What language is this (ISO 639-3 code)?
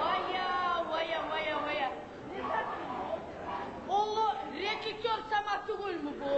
kum